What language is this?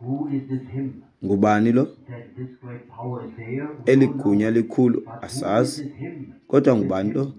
Xhosa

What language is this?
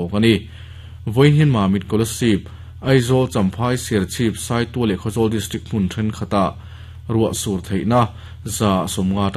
Mizo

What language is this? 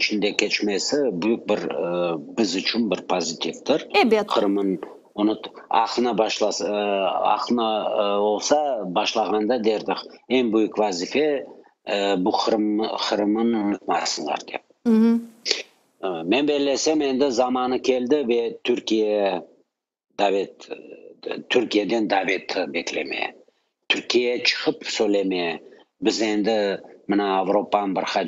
Crimean Tatar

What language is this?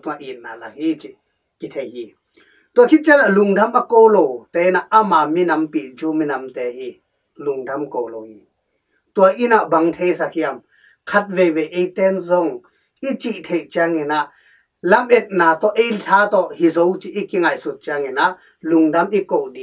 Tedim Chin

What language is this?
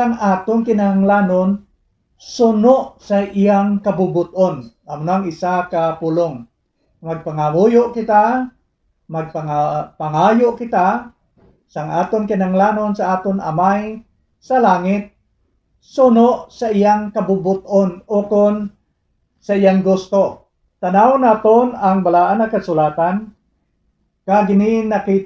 Hiligaynon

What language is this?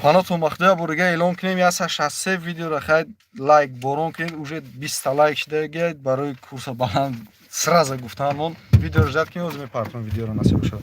Tajik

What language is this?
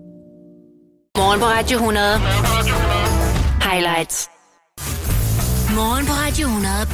Danish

